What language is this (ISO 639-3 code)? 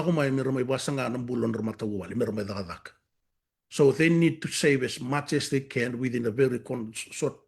fij